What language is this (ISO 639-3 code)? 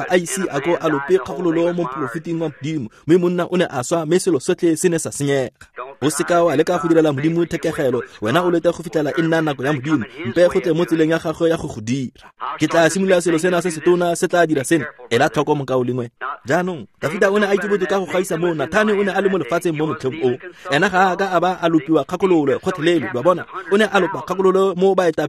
tsn